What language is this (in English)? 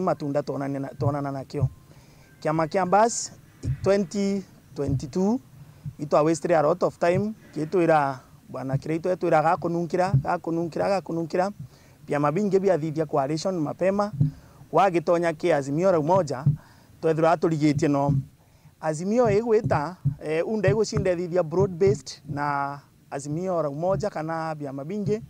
Meru